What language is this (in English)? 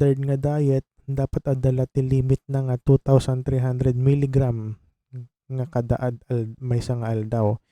Iloko